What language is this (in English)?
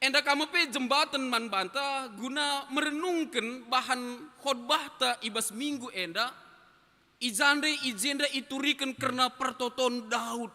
Batak Karo